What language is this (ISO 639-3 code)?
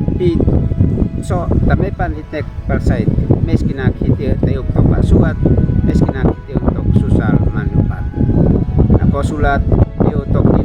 aoz